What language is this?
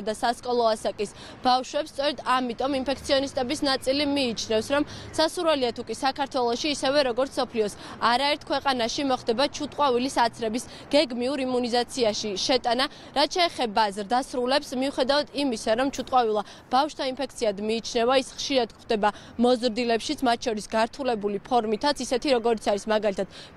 Georgian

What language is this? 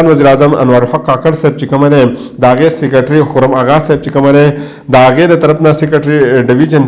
Pashto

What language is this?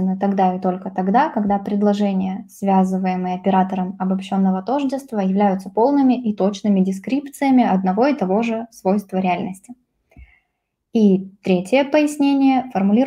Russian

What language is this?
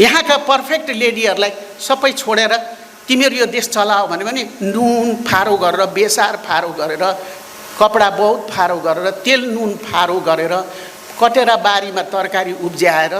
Nepali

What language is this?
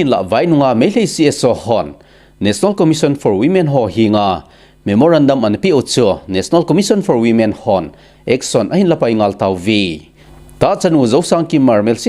Thado Chin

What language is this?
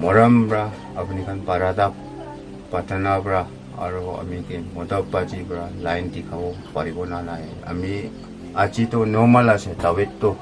Naga Pidgin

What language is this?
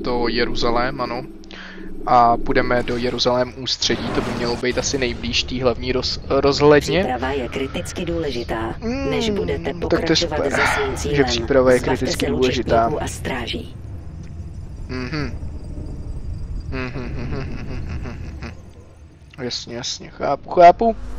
Czech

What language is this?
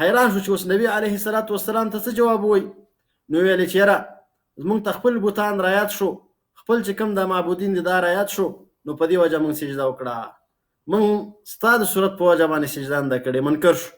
Pashto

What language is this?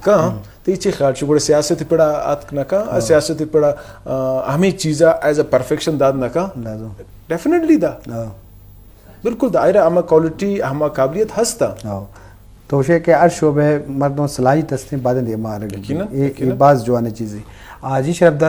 Eastern Balochi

